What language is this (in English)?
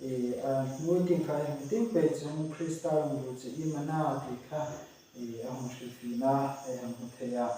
Hmar